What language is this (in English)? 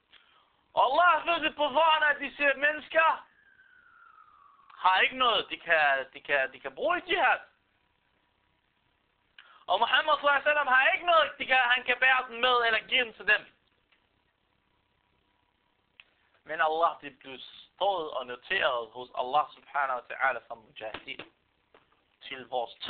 Danish